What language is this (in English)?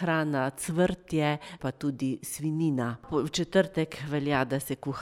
Slovenian